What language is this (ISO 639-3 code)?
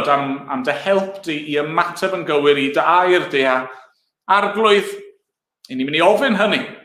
cym